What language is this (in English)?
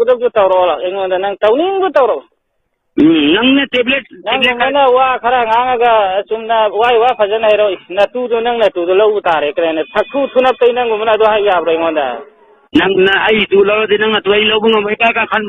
Manipuri